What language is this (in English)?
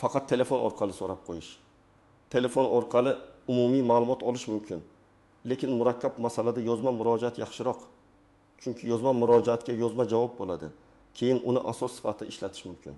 Uzbek